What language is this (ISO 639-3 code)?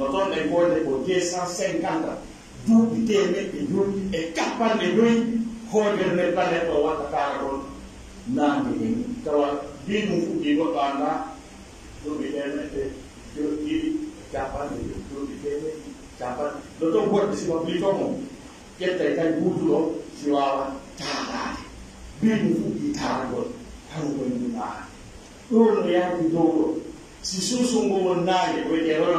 fuf